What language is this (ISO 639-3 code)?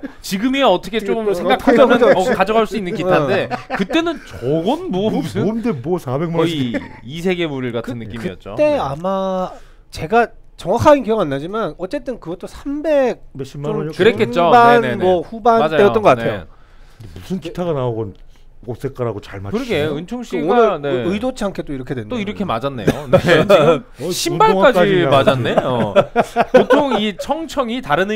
kor